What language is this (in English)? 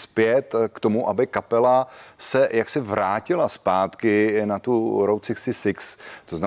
Czech